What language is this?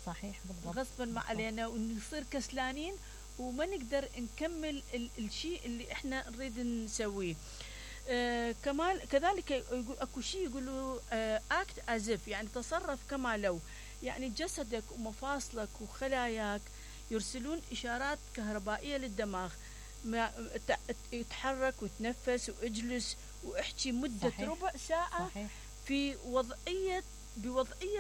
Mesopotamian Arabic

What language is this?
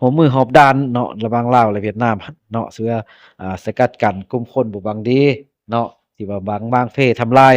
Lao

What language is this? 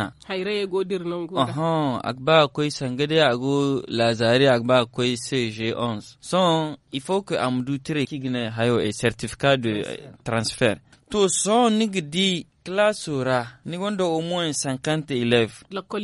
Zarma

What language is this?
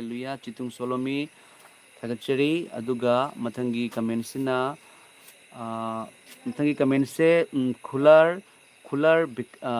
Manipuri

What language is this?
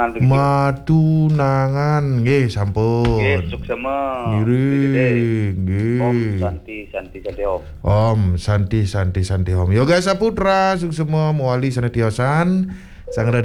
Balinese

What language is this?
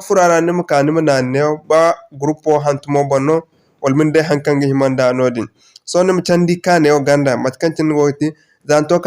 Zarma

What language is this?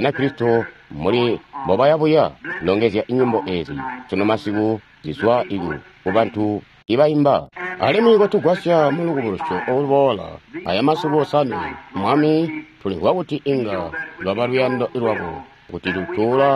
Tonga (Zambia)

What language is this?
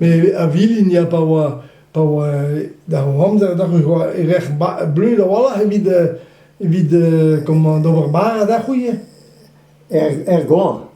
Breton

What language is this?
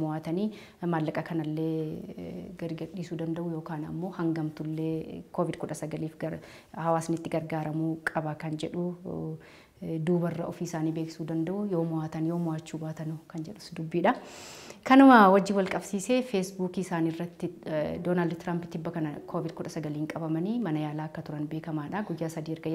Oromo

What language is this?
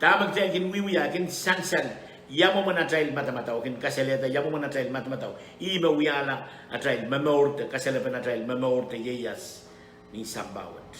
Pohnpeian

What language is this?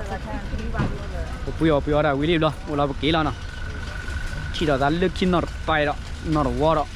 S'gaw Karen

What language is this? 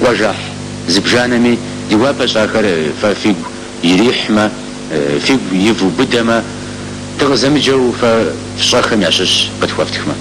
Kabardian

